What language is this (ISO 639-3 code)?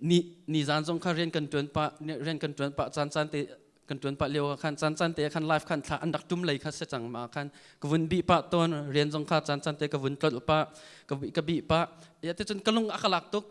cnh